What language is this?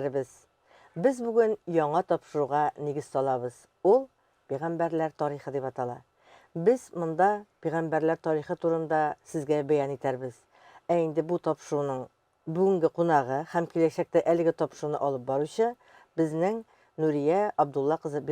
Tatar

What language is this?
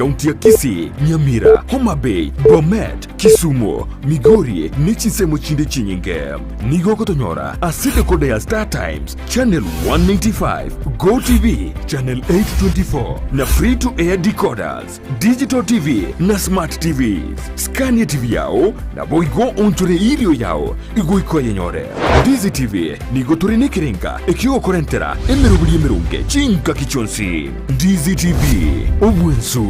Gusii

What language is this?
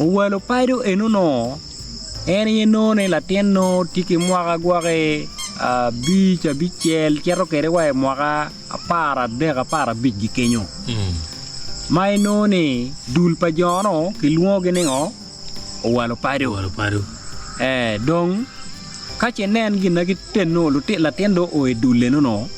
Acoli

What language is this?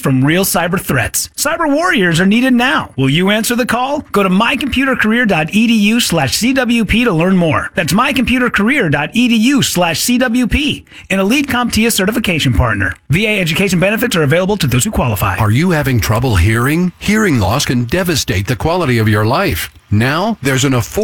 English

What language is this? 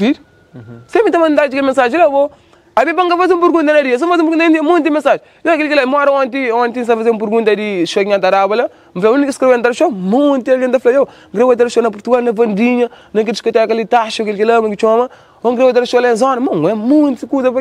Kabuverdianu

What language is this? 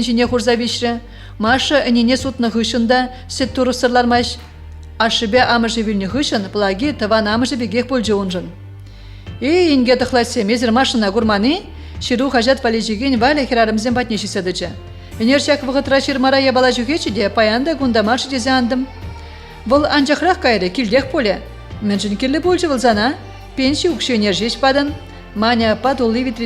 Chuvash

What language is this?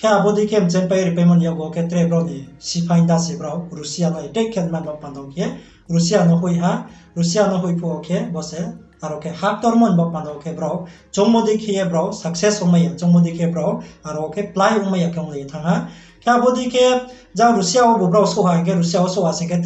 Riang (India)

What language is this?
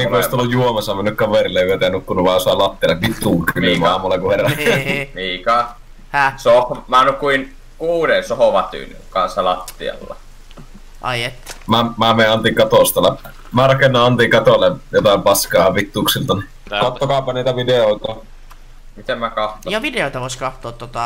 Finnish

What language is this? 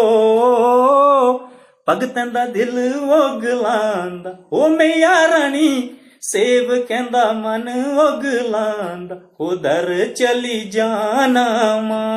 Dogri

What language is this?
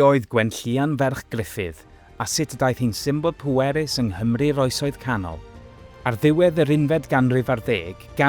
Welsh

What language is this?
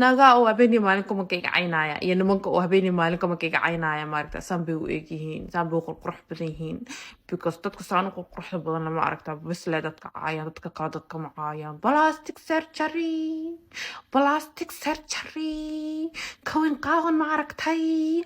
Somali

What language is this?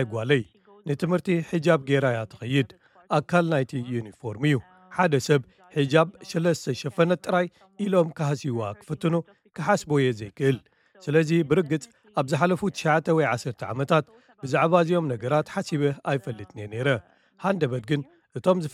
Tigrinya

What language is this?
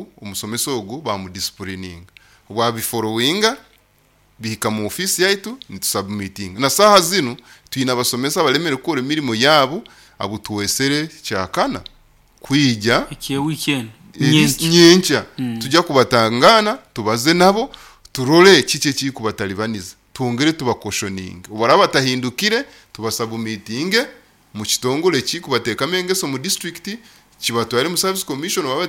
Nyoro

